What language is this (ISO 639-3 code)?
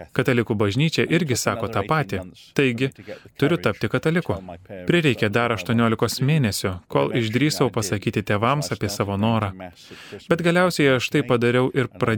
lit